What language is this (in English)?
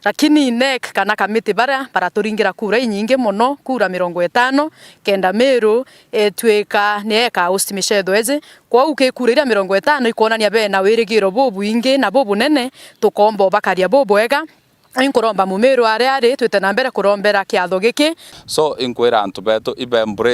Meru